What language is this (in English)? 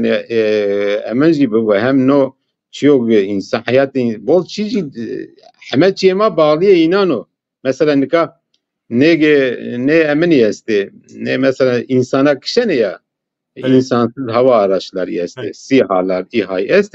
Zaza